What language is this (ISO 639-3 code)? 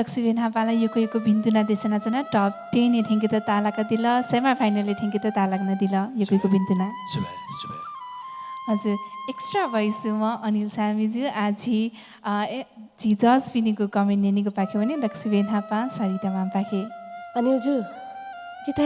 new